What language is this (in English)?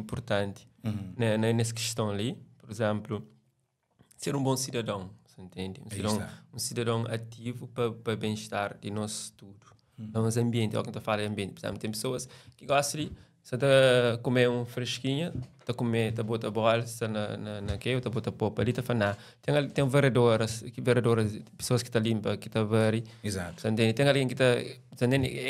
Kabuverdianu